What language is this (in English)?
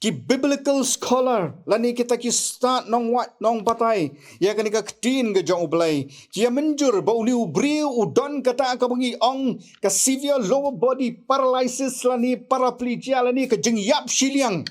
Khasi